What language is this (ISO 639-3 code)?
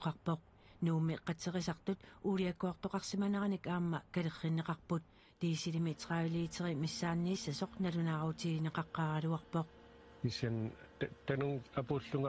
kal